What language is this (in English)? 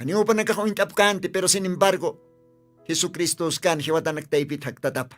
Aymara